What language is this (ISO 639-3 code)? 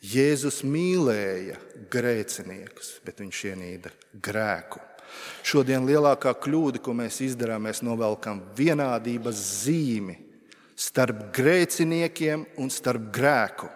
lav